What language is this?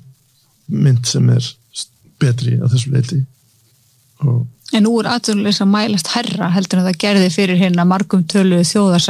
Icelandic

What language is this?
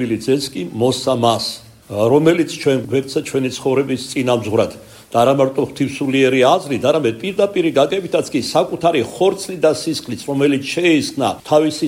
Georgian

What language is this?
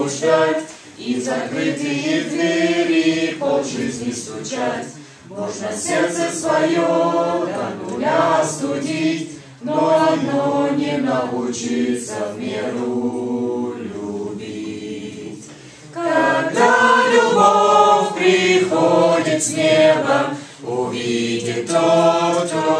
Russian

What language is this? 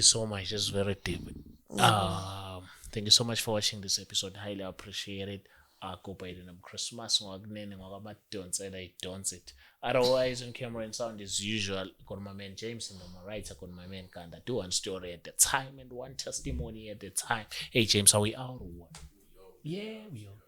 Zulu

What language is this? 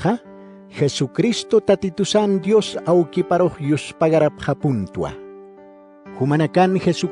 Aymara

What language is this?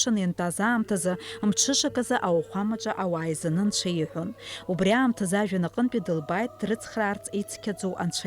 Abkhazian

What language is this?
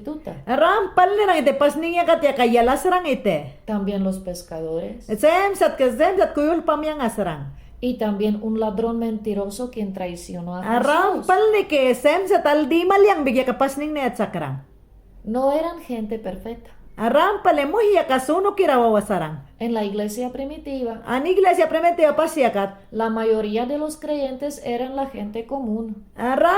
Mayangna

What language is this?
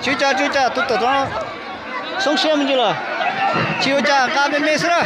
Hmong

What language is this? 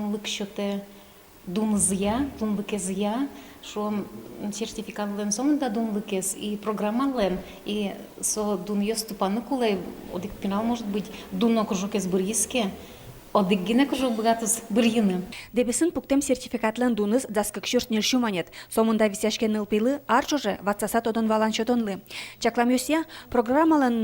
Udmurt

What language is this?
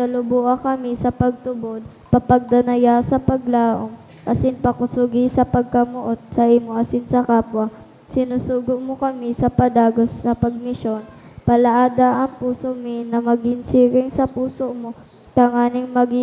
Bikol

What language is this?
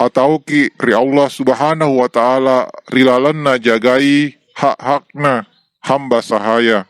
Buginese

